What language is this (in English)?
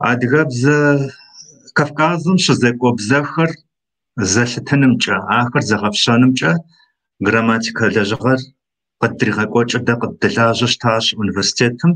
Kabardian